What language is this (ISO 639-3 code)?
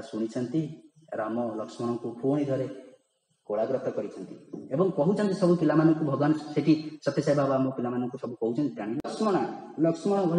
ori